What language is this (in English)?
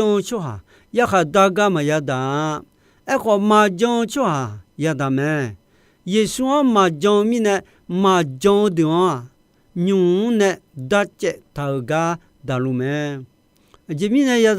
Akha